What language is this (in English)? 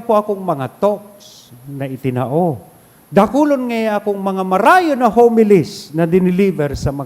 Bikol